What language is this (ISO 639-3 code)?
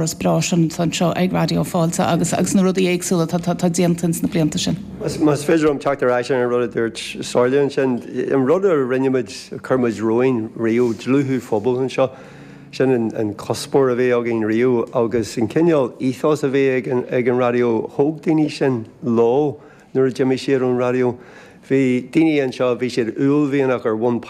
gle